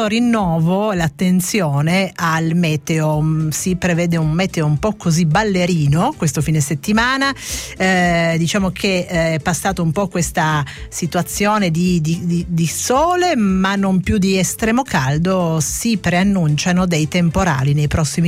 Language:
Italian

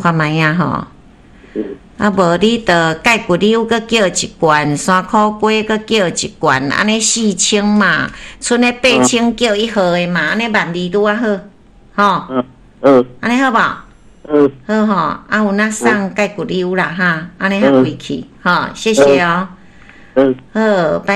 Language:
Min Nan Chinese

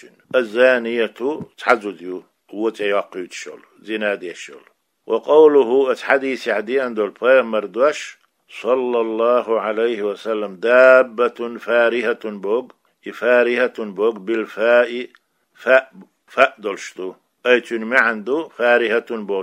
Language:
Chechen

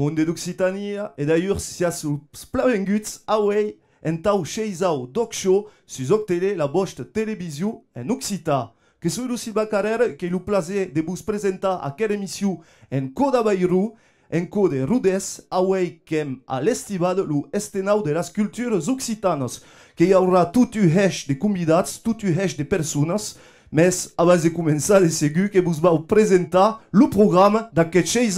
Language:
Occitan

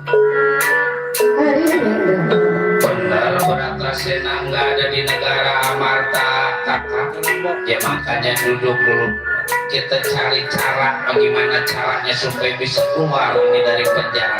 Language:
Betawi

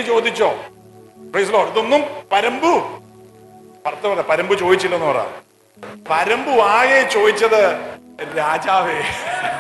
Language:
Malayalam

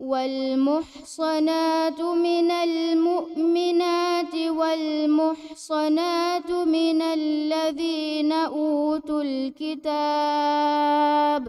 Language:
Divehi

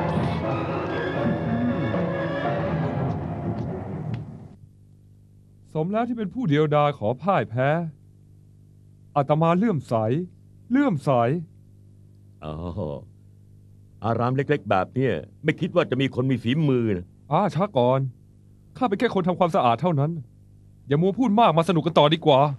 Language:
Thai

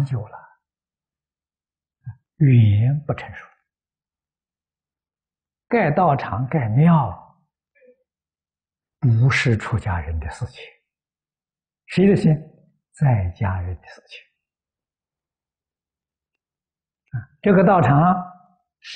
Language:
Chinese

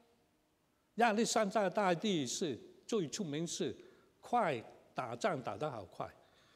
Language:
Chinese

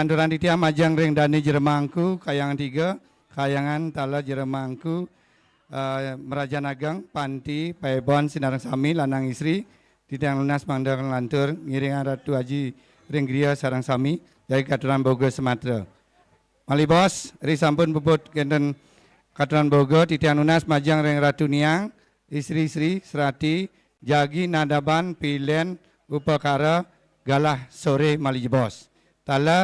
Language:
Balinese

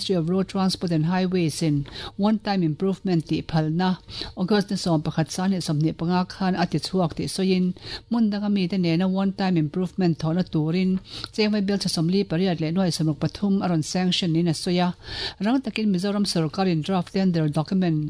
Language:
Mizo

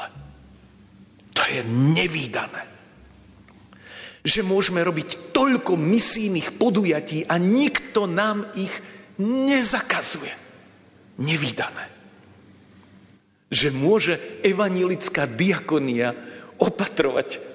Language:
Slovak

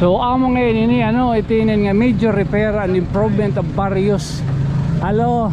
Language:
Waray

